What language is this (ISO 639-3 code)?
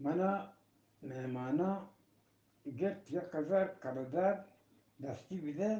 bgp